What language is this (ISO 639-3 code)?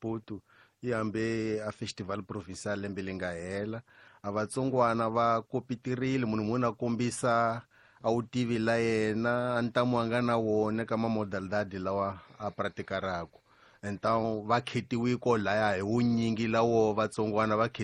tso